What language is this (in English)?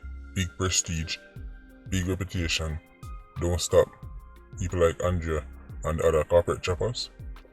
Jamaican Creole English